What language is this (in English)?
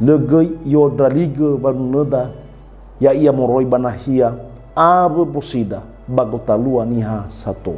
Nias